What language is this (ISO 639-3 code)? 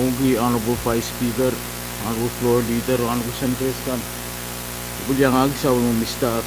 pon